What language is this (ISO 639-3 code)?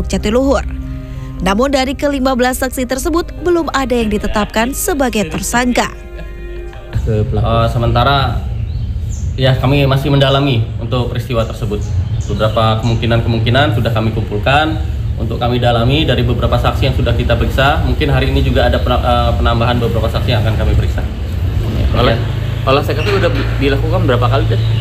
ind